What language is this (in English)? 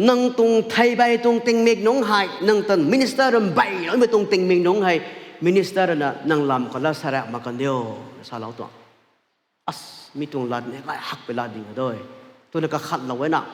Rongmei Naga